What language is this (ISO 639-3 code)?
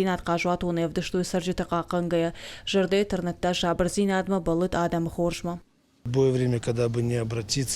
oss